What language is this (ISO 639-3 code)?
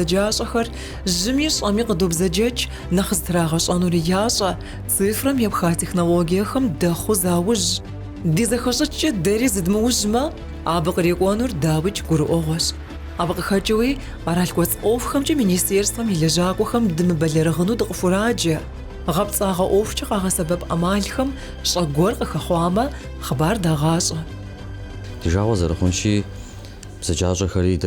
kbd